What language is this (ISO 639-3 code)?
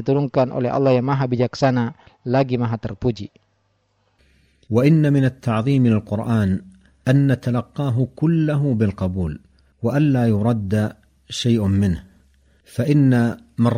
ind